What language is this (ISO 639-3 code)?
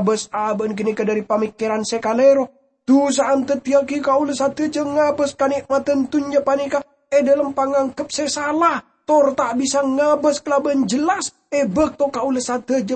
mad